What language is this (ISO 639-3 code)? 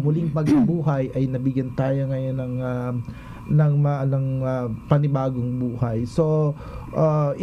fil